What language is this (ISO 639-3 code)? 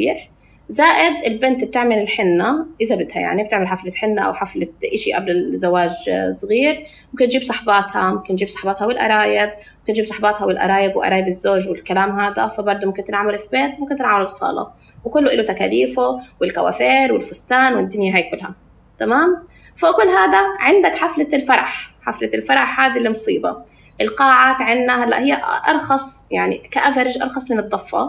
apc